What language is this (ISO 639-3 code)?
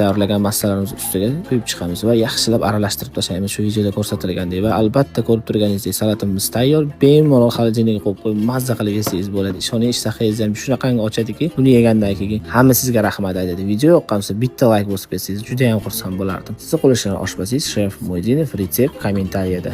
uzb